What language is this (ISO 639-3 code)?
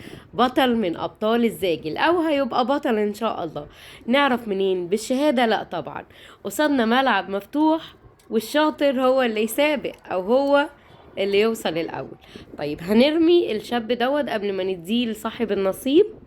arz